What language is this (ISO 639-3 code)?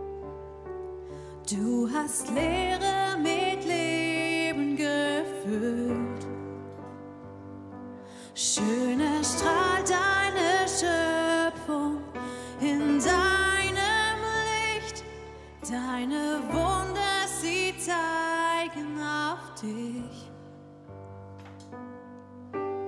deu